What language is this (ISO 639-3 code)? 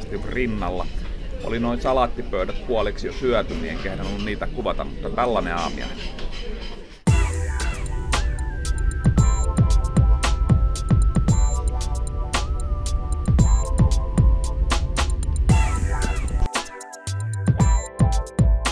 fin